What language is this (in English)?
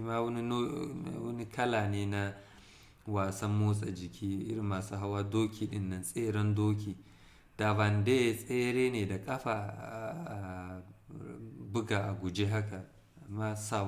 Hausa